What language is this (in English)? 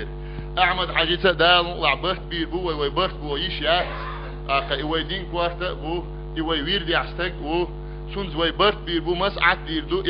Chechen